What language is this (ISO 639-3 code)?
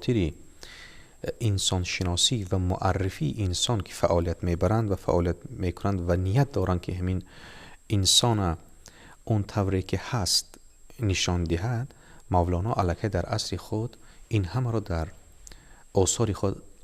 tgk